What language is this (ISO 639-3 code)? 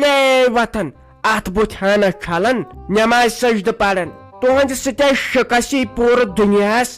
kas